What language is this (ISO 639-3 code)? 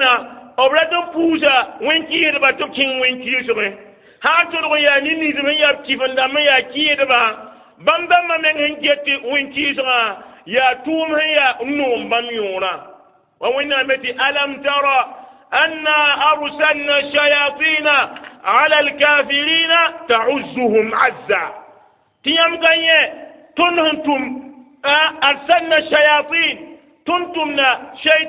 mos